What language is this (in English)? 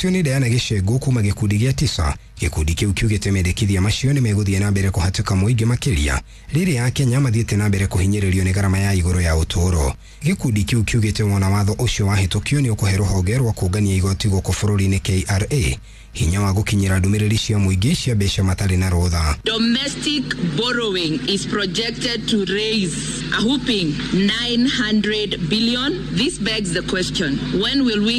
Kikuyu